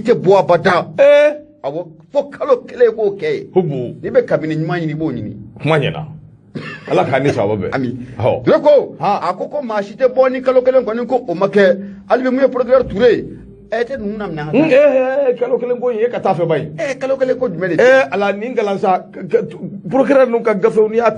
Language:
Bambara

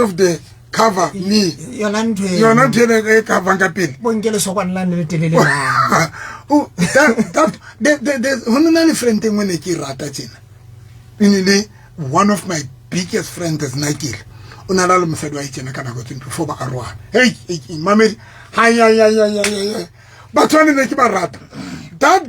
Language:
Southern Sotho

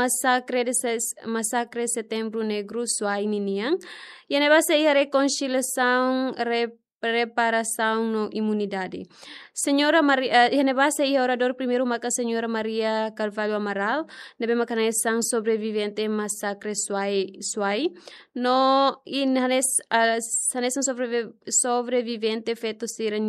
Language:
Tetum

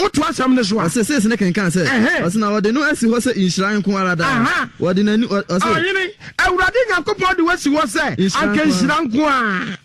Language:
Akan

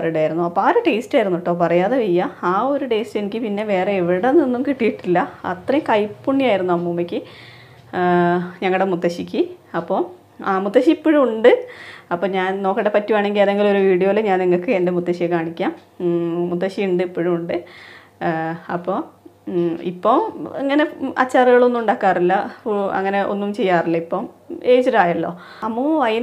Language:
Malayalam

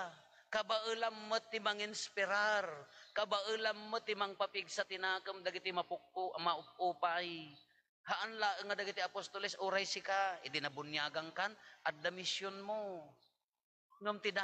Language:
Iloko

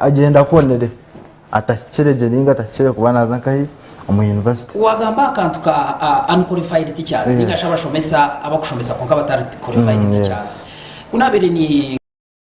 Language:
Nyankole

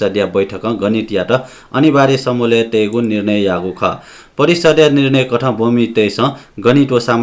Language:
Newari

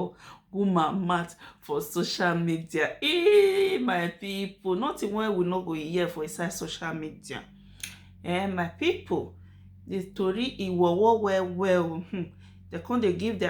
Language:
Nigerian Pidgin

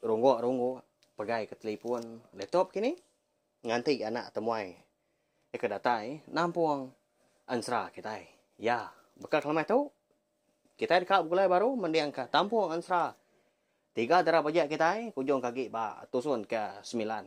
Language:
Iban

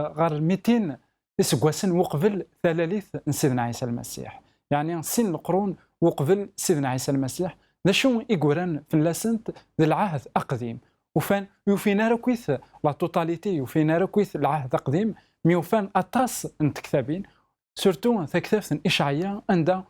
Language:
Kabyle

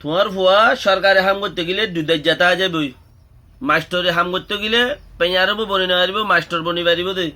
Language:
Rohingya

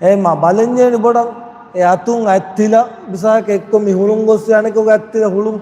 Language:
Divehi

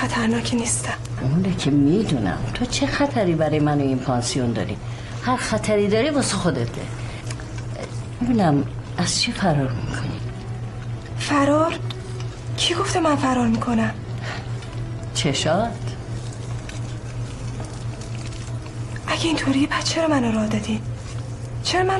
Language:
Persian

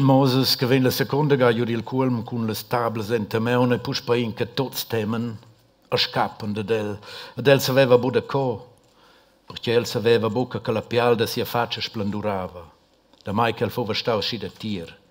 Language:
Romansh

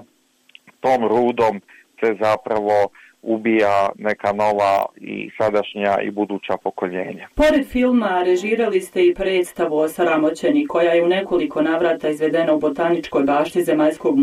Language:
Bosnian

